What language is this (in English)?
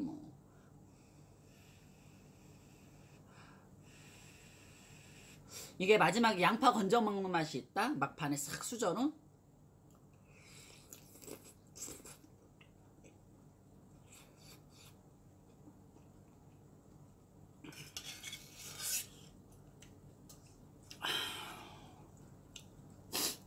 Korean